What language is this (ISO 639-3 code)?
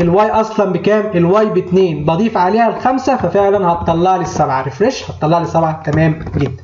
arz